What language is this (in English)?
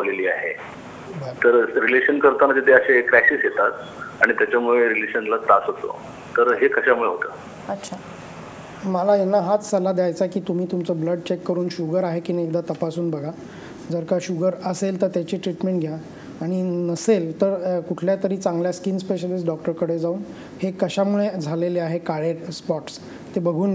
Marathi